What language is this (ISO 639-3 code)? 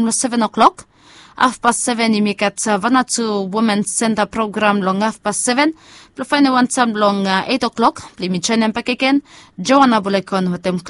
bis